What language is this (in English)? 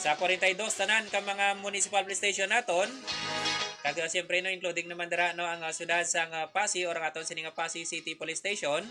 Hiligaynon